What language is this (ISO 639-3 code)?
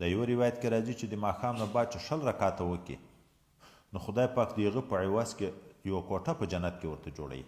pus